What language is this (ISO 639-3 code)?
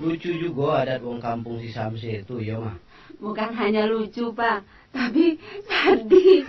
min